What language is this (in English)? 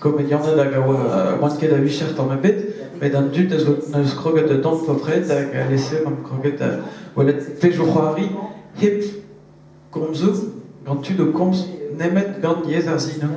Breton